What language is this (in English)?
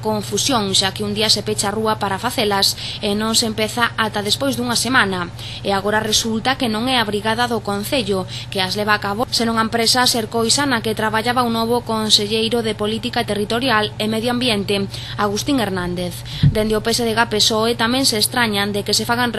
Galician